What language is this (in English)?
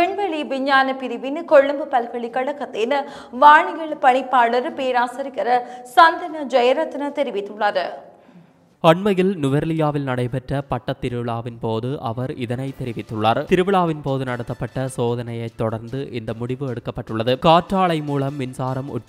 Tamil